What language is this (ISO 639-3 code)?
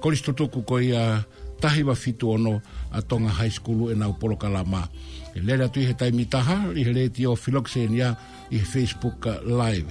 ton